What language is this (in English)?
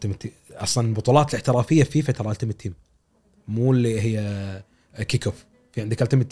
Gulf Arabic